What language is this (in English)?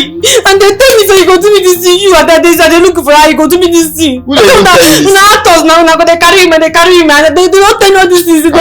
Nigerian Pidgin